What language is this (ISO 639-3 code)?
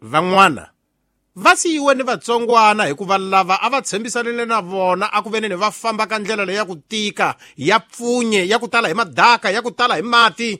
tso